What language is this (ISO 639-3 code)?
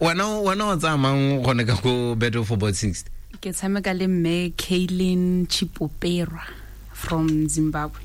tsn